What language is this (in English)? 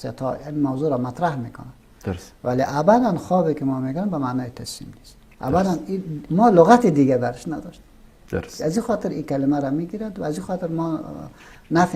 Persian